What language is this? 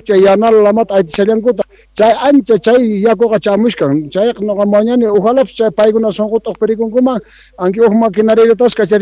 South Bolivian Quechua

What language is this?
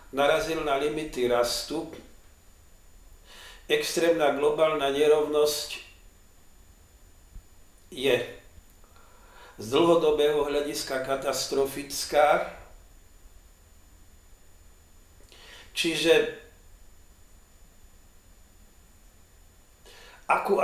Slovak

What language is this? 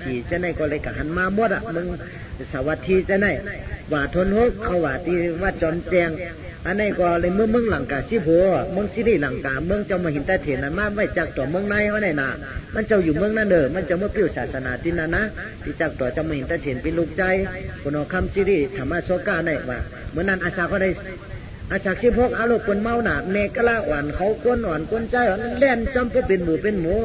Shan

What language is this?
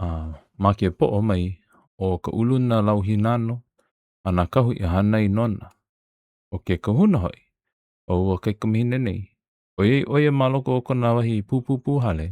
Hawaiian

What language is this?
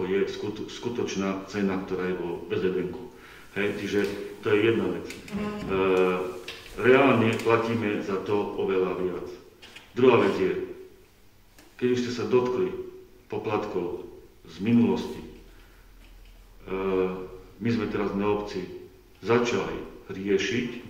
Slovak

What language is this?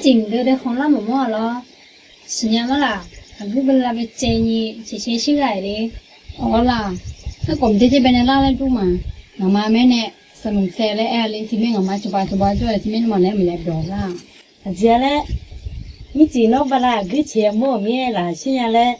Akha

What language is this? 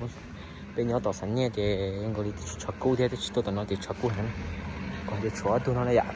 Hmong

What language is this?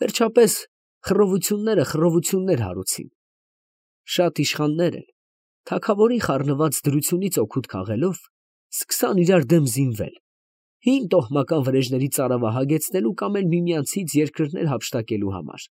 Armenian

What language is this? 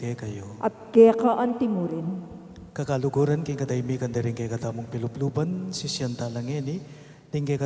Pampanga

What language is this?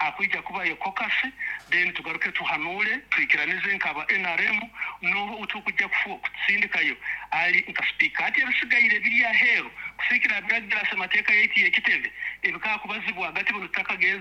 Nyoro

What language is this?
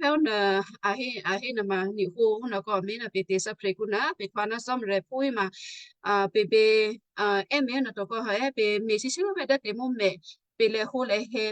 Western Kayah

